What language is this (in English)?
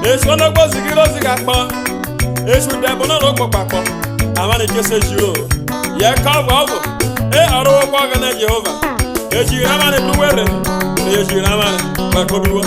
Urhobo